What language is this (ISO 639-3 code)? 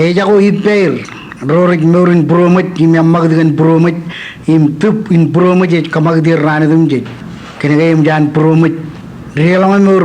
mah